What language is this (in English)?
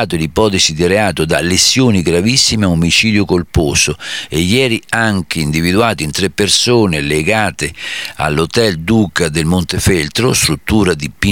Italian